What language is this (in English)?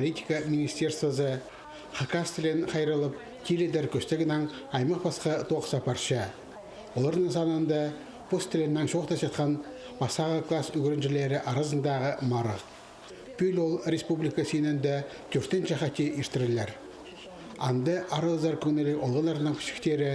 Khakas